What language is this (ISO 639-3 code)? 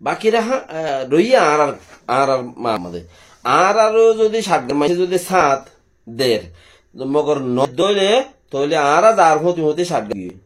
rhg